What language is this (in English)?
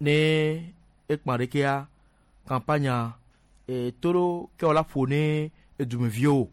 Gen